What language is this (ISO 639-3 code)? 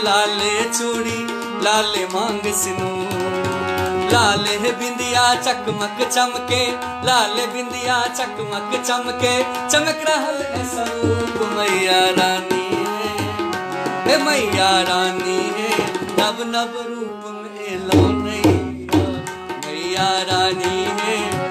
mai